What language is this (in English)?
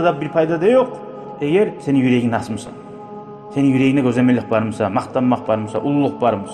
Kumyk